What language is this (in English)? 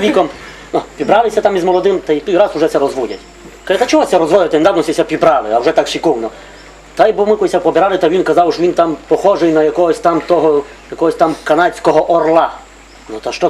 Rusyn